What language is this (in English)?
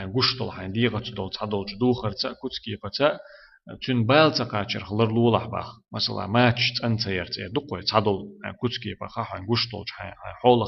Chechen